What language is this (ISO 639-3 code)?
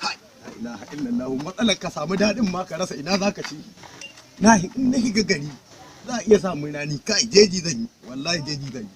hau